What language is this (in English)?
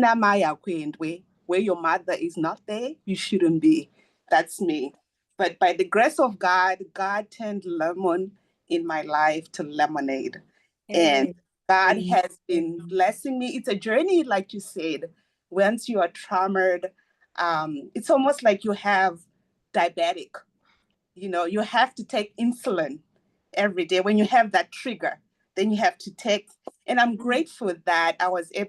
English